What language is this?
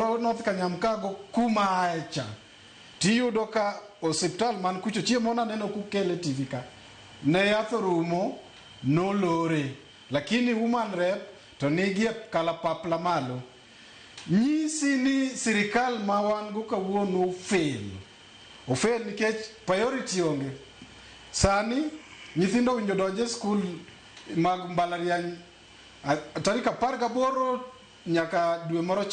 Luo (Kenya and Tanzania)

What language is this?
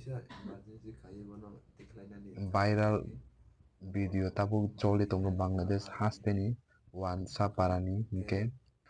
Kok Borok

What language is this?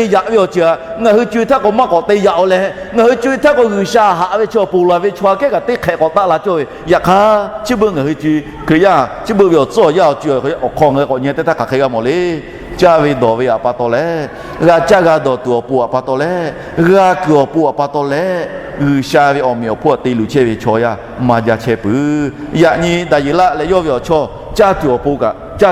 Lahu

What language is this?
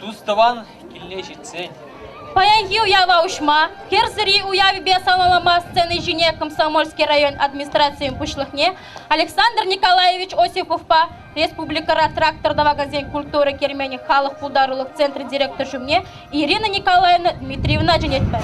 Chuvash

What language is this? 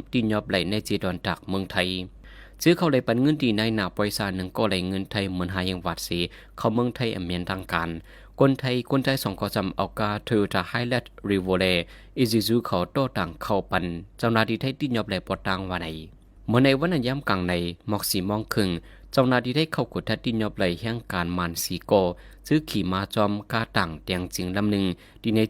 Shan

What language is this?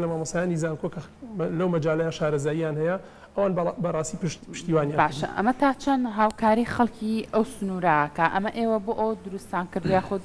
Central Kurdish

